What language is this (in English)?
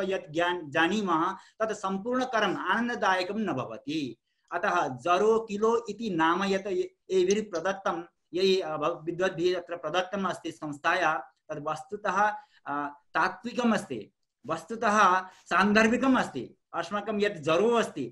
Sanskrit